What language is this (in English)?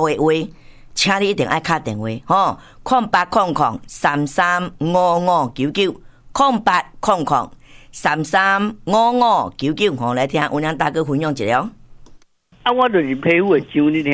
Min Nan Chinese